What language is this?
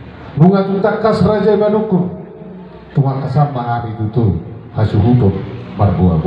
Batak Toba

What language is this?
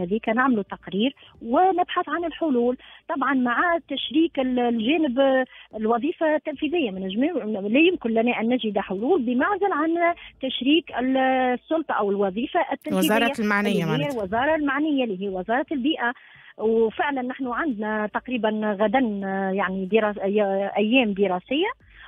Tunisian Arabic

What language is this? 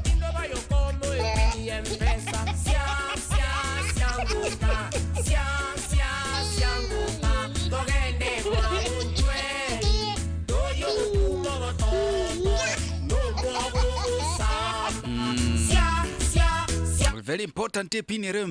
Gusii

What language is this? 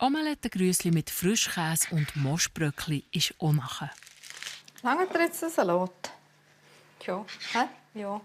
Swiss German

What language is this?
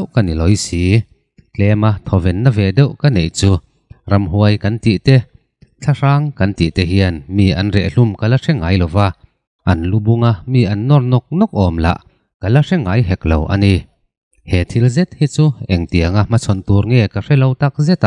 Mizo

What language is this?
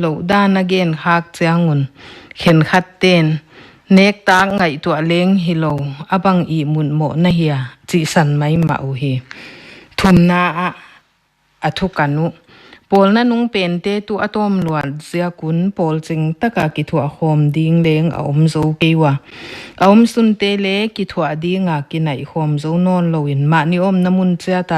Paite Chin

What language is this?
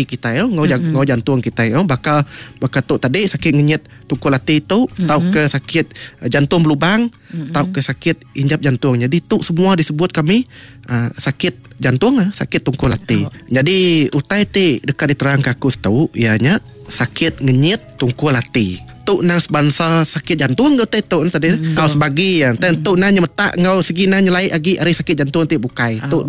Iban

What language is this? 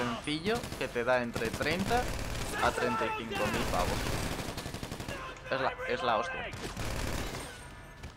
Spanish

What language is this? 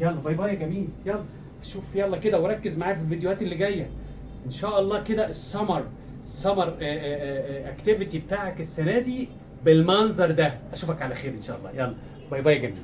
Egyptian Arabic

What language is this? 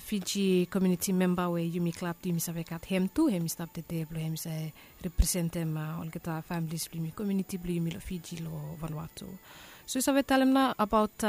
Bislama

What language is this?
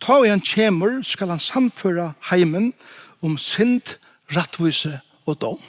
Faroese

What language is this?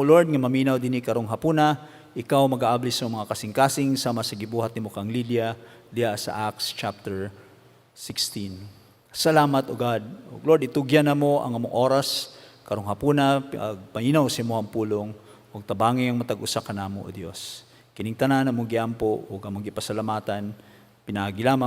Cebuano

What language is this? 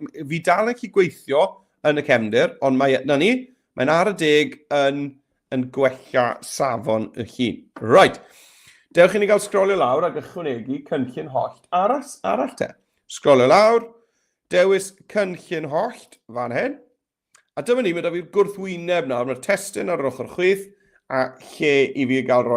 Welsh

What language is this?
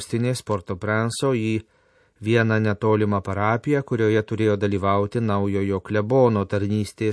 Lithuanian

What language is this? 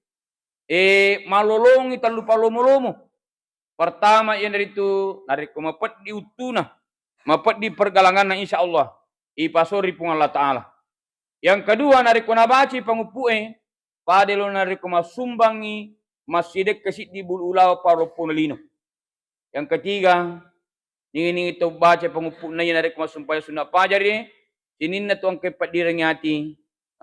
Buginese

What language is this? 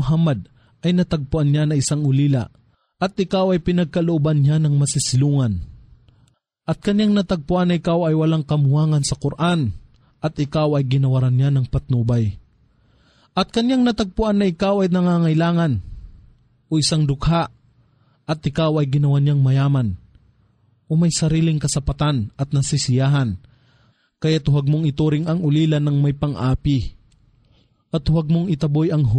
Filipino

